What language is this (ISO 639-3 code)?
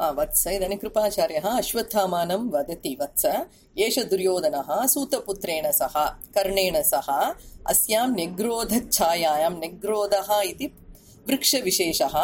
san